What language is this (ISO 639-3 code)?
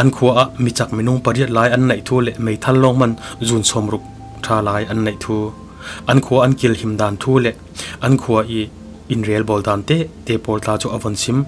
cfm